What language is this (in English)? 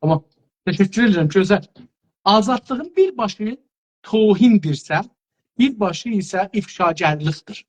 South Azerbaijani